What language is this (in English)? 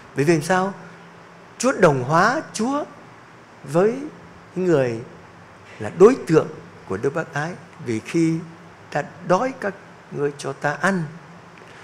Vietnamese